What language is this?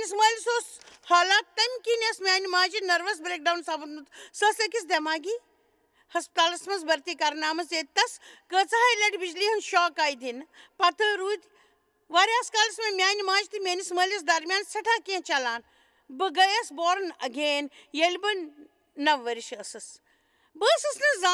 Kashmiri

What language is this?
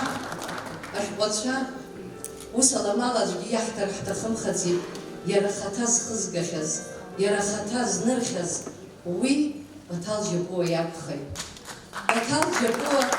Abkhazian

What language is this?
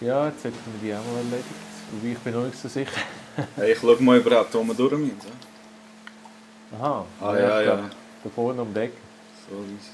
Swiss German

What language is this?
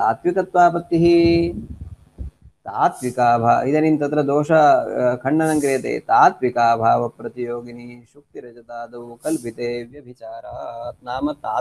Sanskrit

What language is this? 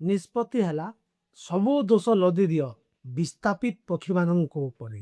Odia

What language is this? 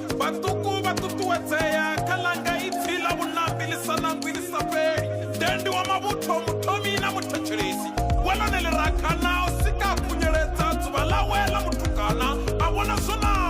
Venda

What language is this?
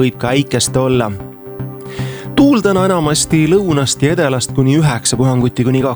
Estonian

